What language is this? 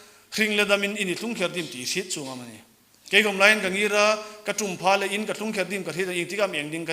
Hmar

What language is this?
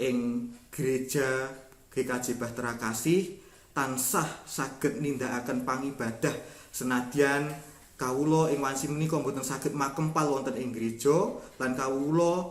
Javanese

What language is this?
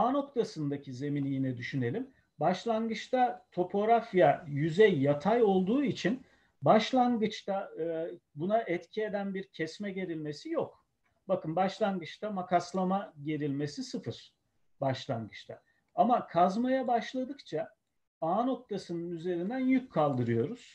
Turkish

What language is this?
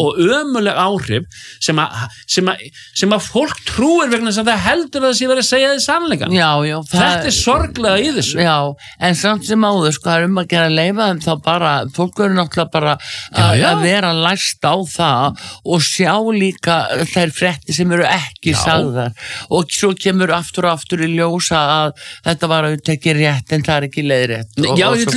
Icelandic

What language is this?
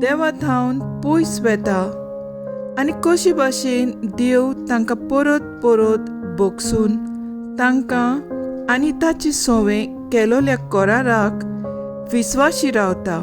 Konkani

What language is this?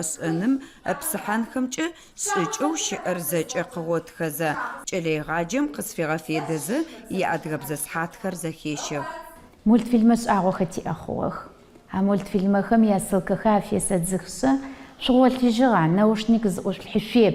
Adyghe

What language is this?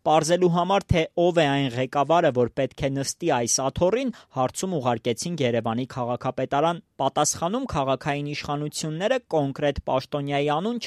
Armenian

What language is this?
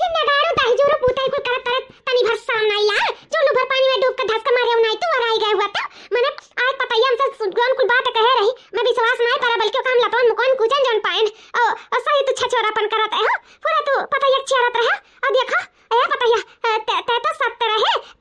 Awadhi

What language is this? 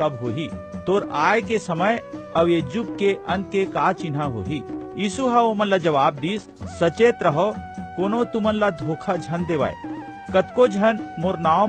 Chhattisgarhi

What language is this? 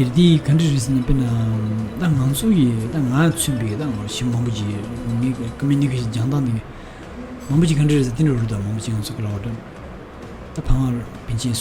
Tibetan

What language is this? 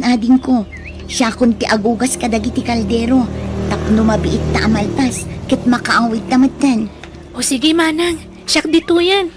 Iloko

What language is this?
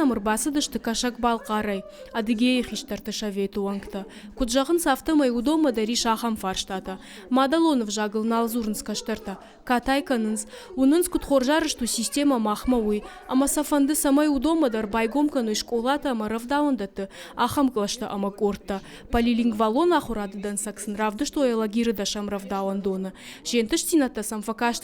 Ossetic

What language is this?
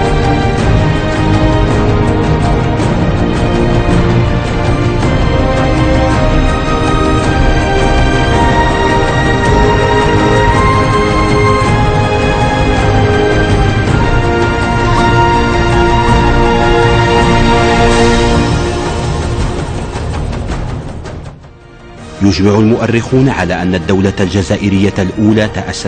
Arabic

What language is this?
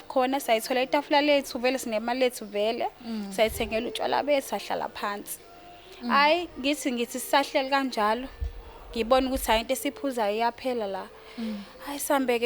Zulu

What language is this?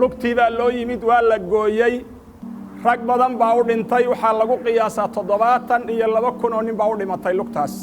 Somali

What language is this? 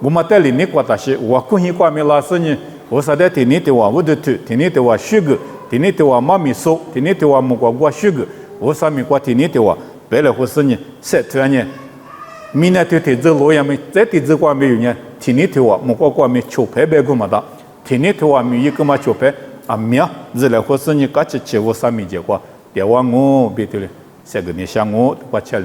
Lisu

